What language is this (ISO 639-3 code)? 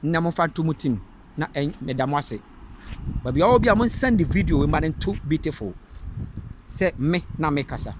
aka